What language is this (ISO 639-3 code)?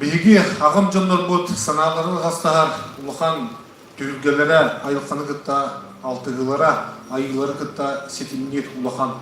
sah